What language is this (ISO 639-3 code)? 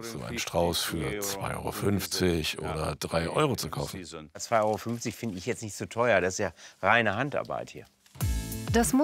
deu